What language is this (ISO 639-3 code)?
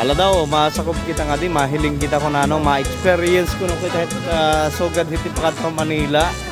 war